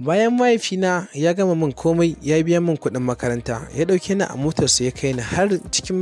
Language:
Hausa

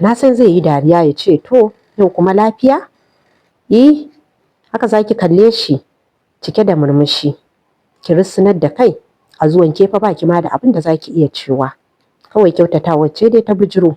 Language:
Hausa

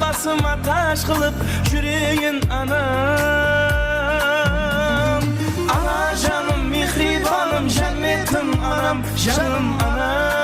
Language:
Kara-Kalpak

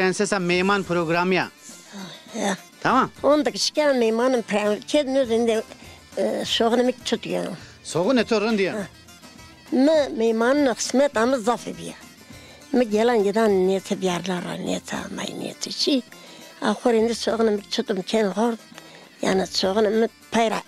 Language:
Zaza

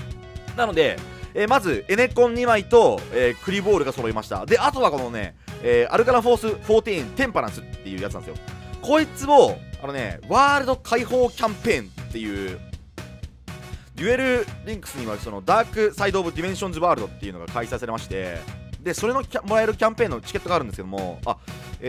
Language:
Japanese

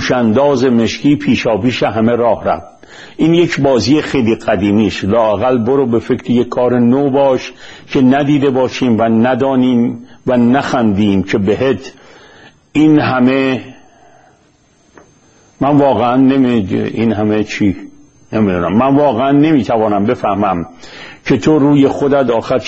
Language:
Persian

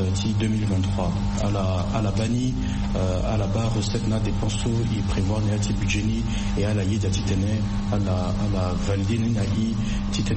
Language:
Sango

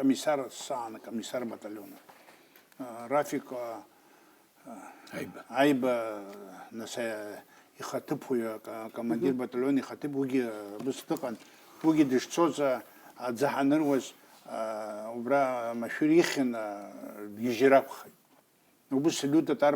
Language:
Abkhazian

